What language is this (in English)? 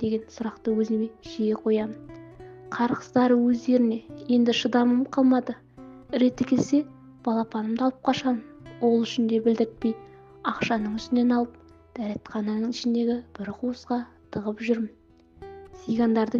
Kazakh